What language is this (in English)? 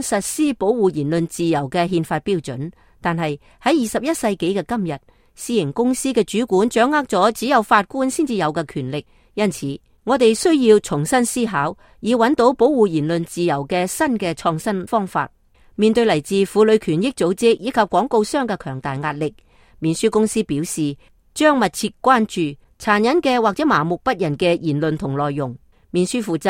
Cantonese